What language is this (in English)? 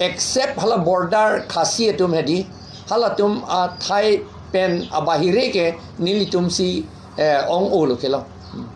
Karbi